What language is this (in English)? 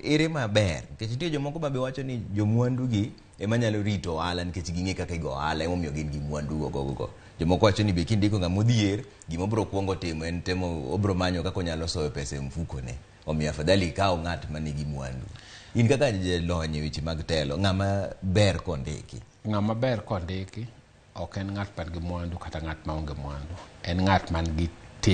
Luo (Kenya and Tanzania)